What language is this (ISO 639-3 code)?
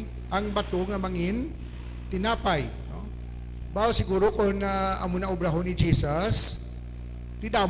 hil